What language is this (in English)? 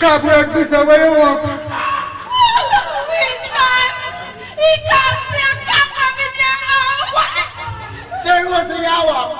Jamaican Creole English